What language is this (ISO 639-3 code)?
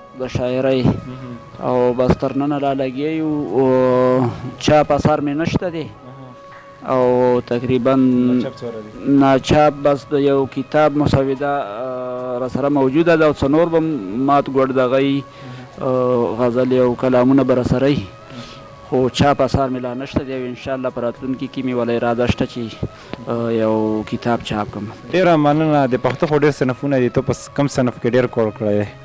pus